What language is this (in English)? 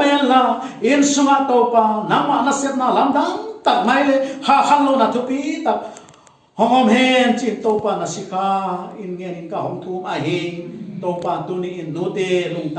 Paite Chin